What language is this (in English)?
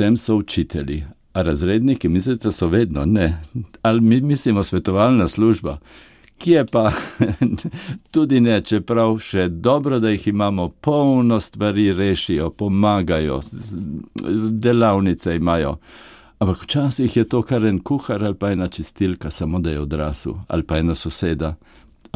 Slovenian